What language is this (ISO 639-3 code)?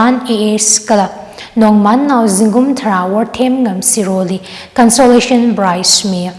nmf